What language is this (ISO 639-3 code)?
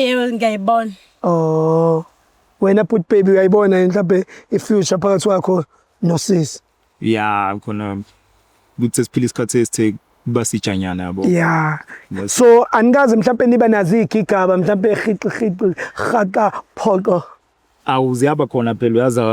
zul